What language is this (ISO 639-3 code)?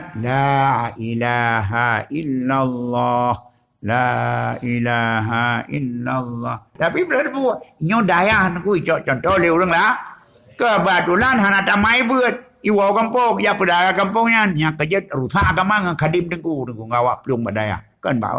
ace